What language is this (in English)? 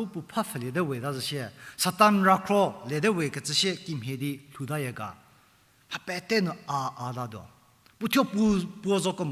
Angami Naga